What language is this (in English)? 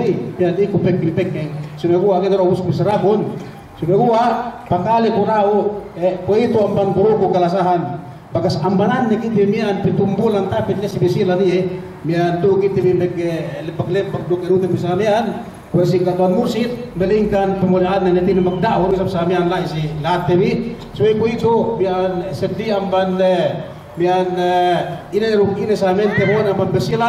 Yakan